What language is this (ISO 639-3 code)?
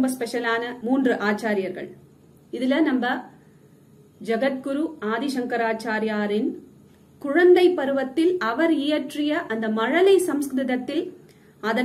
tam